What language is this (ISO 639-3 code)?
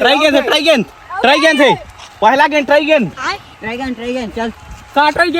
hne